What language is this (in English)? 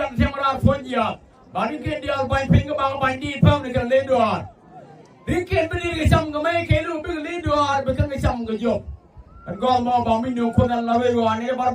Nuer